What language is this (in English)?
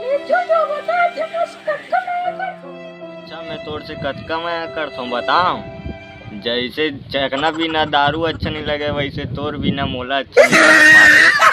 Chhattisgarhi